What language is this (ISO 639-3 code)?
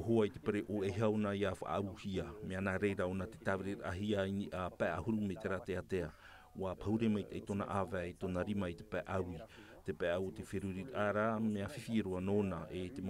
tah